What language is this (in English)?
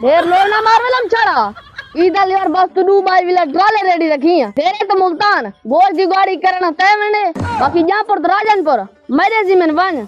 Saraiki